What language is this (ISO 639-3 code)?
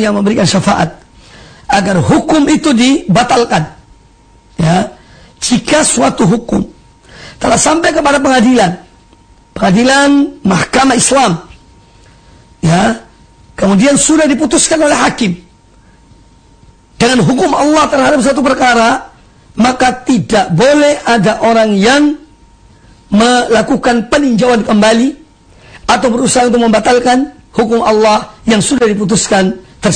ind